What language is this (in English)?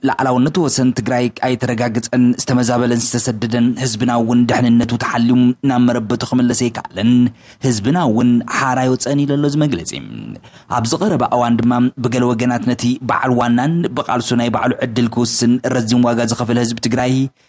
Tigrinya